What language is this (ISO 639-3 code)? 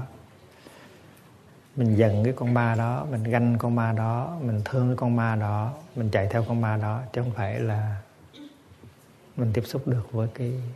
vie